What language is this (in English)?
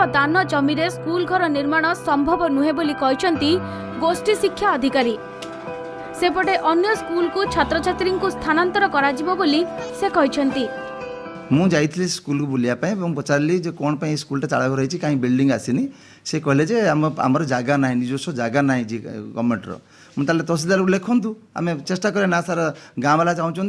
Odia